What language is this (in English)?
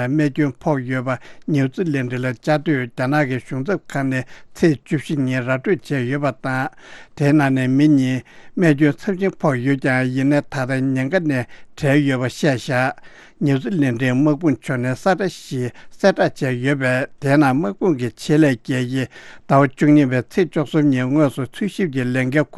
Tibetan